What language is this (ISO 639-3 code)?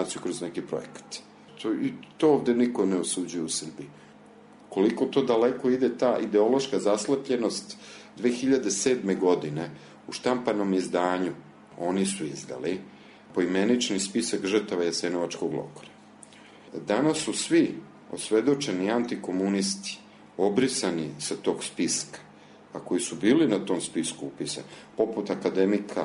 srp